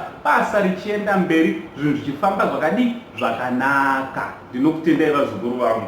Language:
Shona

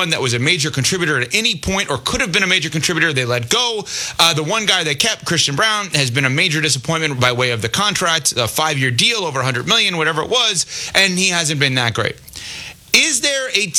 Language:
English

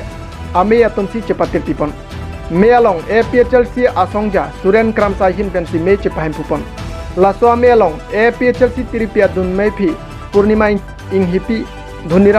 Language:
Karbi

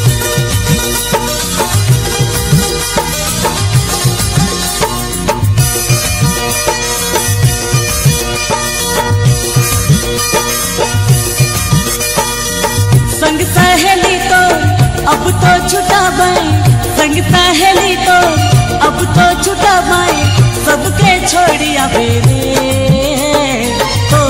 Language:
Sadri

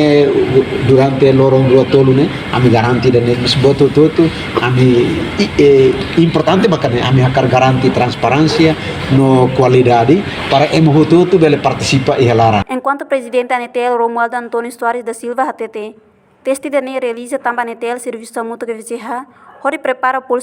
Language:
Tetum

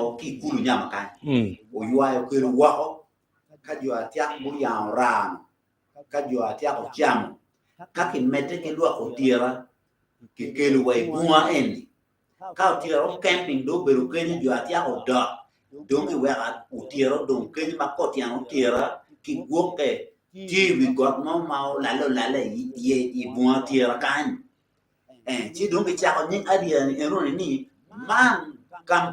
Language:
Acoli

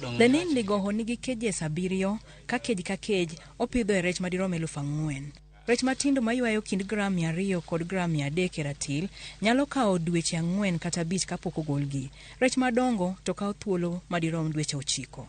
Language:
Luo (Kenya and Tanzania)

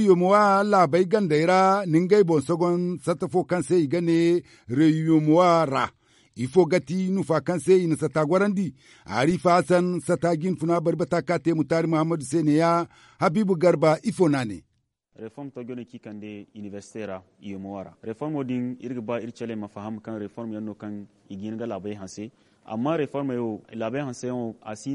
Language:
Zarma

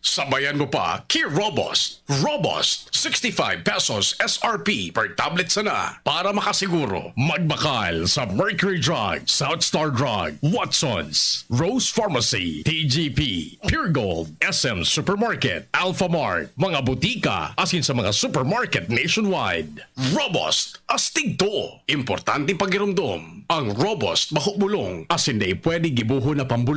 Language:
Bikol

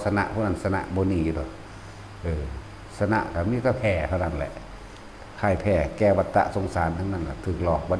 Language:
Northeastern Thai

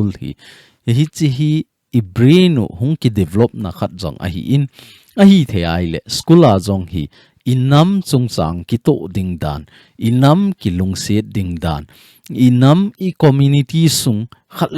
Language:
Thado Chin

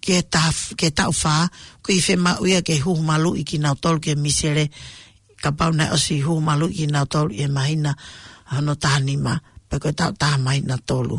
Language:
Tongan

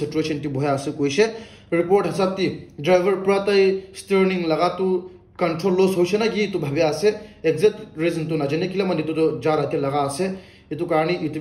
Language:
Naga Pidgin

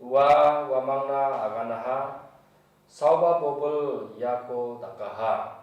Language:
Garo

